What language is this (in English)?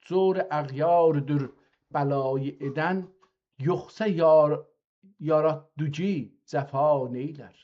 South Azerbaijani